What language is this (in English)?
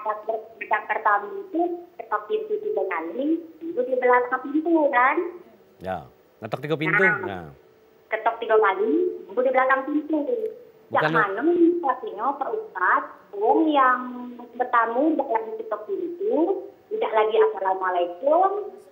Musi